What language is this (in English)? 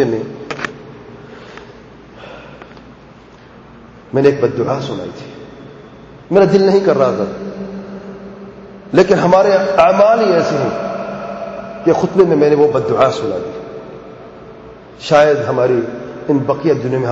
Urdu